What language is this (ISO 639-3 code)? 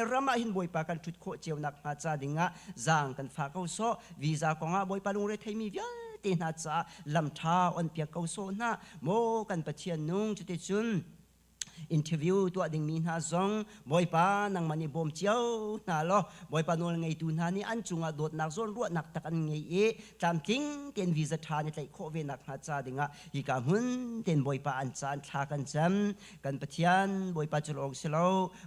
cnh